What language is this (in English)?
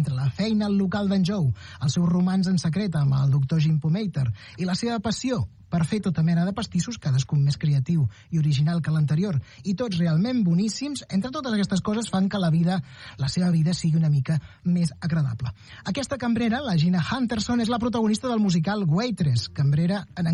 Catalan